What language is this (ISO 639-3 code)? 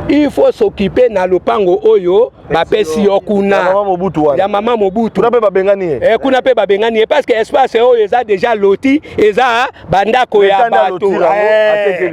lin